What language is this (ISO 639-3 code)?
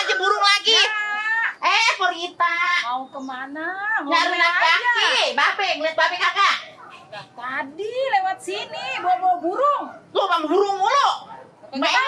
bew